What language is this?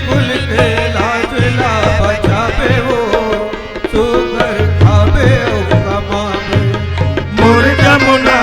Chhattisgarhi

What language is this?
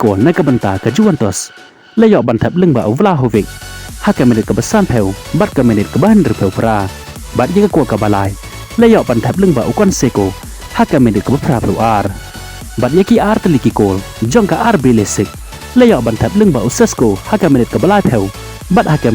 Khasi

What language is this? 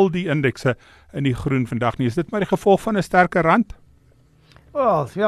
Afrikaans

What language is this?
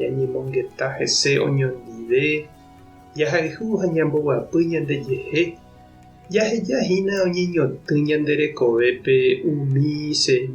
Guarani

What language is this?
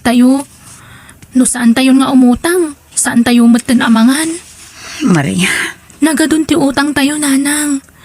Iloko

